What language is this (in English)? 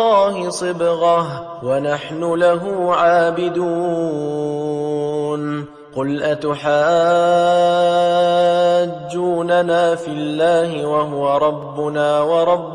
Arabic